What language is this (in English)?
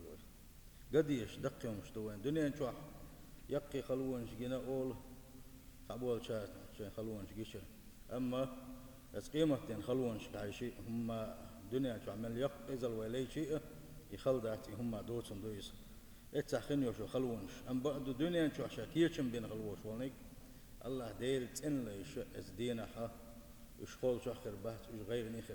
Chechen